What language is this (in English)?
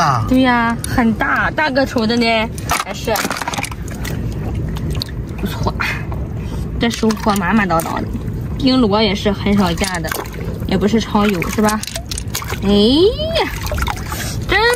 Chinese